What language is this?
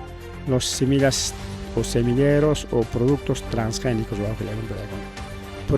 Ayacucho Quechua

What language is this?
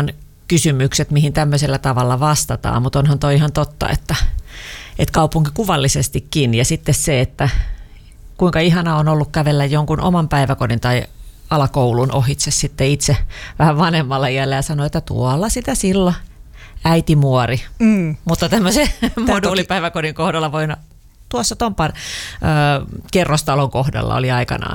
Finnish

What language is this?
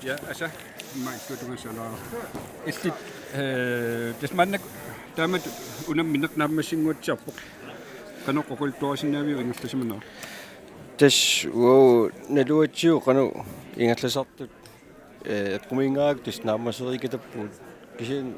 Kalaallisut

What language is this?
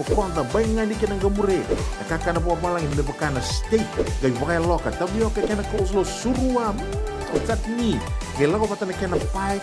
Fijian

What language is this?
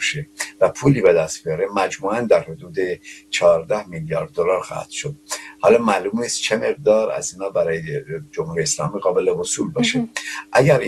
Persian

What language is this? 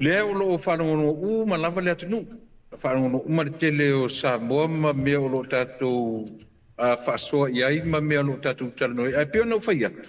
Samoan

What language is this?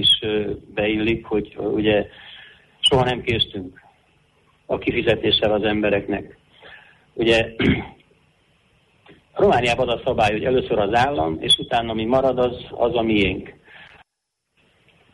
Hungarian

